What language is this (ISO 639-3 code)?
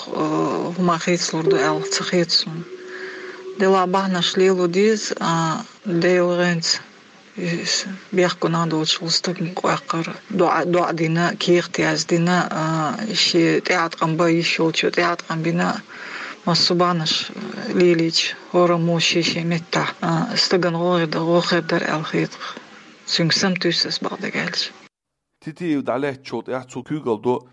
lav